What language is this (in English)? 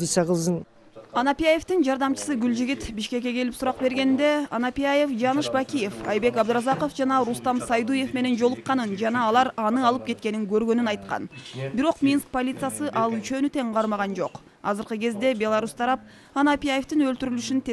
Kyrgyz